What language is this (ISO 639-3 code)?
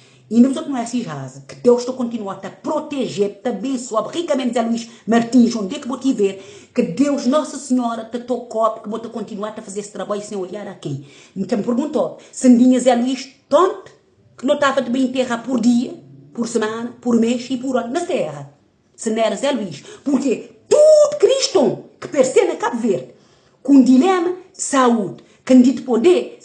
kea